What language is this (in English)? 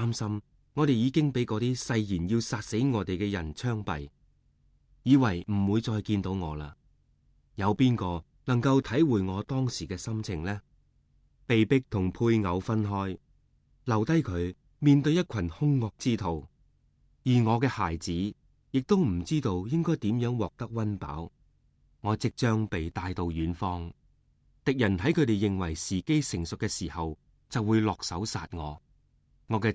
Cantonese